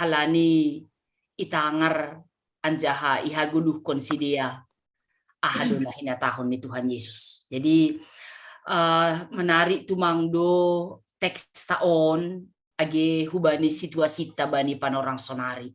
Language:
Batak Simalungun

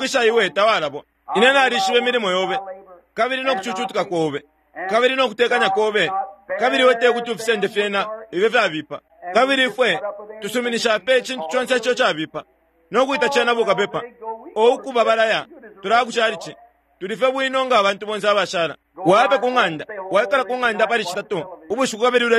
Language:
Bemba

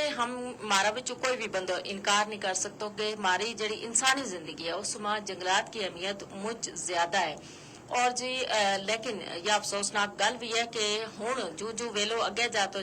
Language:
Gujari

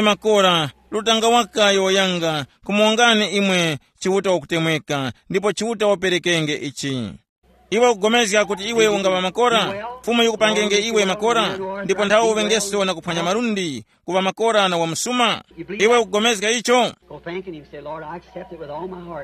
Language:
Tumbuka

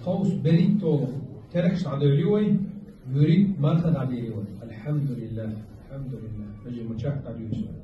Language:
Chechen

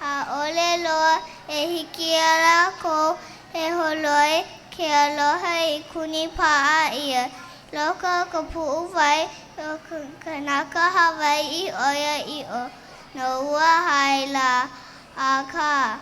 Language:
Hawaiian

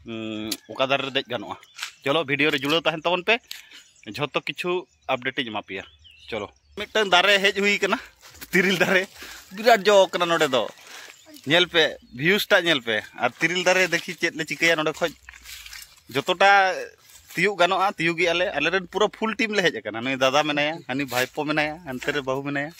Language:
Santali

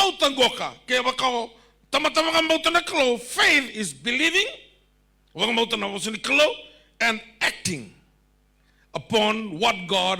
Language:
Fijian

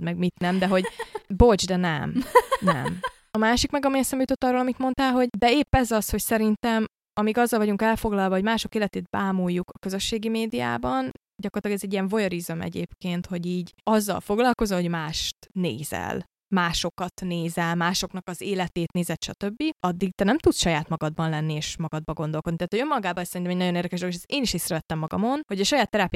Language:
Hungarian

